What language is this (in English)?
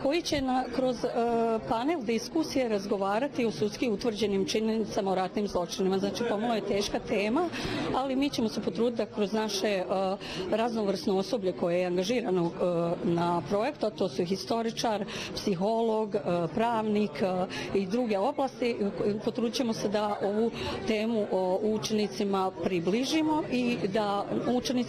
Bosnian